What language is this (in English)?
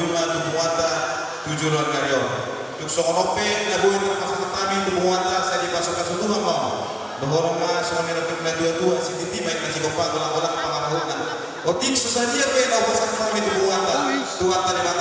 Batak Toba